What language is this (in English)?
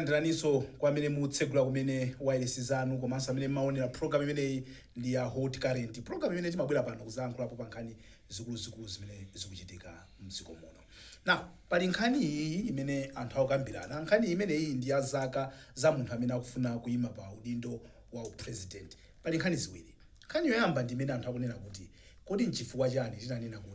Nyanja